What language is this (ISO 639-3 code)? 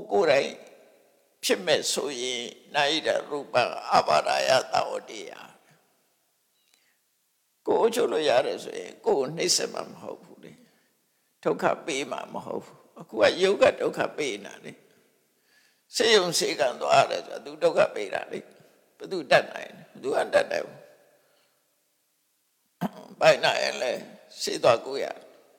mya